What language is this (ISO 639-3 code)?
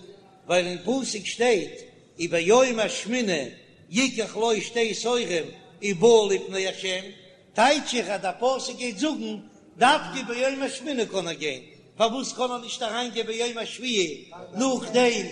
yid